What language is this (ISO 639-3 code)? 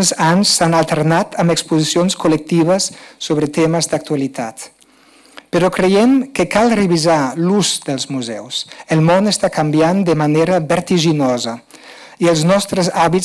cat